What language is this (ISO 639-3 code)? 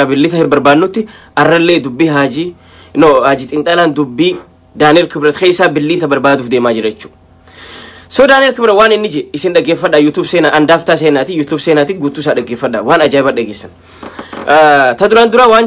orm